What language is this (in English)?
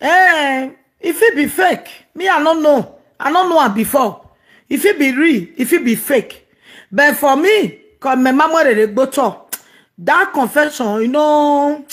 Nigerian Pidgin